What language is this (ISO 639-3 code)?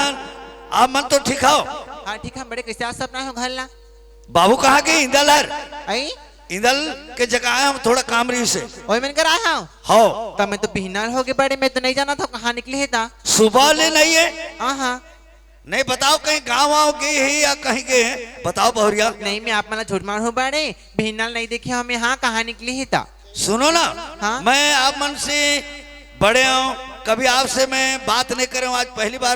hne